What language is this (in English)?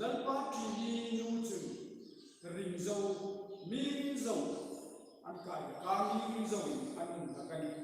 Hmar